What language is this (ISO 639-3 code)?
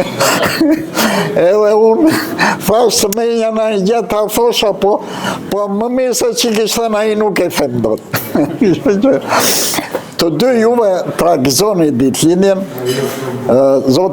sqi